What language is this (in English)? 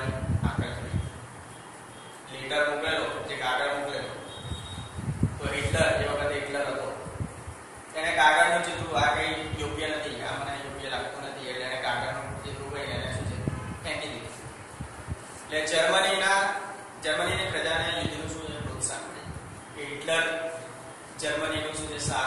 Gujarati